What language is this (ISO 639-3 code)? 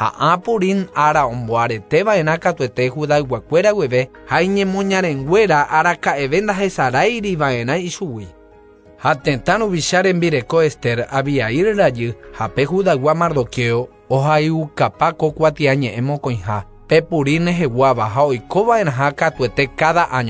grn